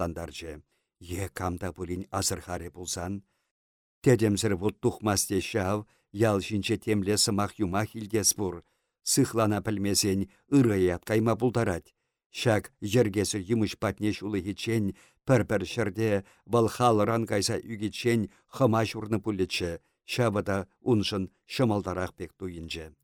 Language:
Chuvash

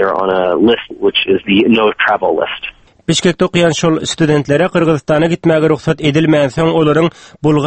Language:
Turkmen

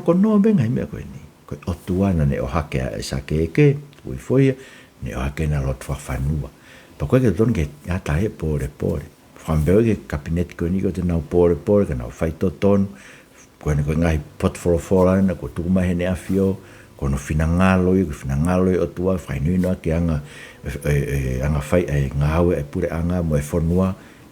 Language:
Tongan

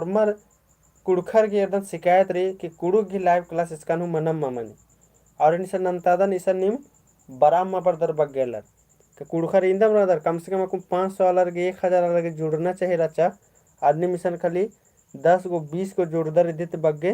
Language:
Kurukh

